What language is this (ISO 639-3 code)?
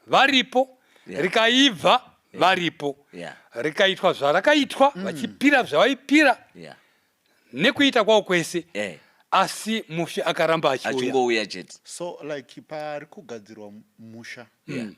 sna